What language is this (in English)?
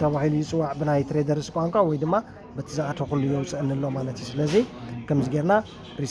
Tigrinya